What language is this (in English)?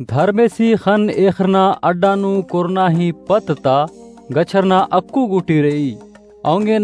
Kurukh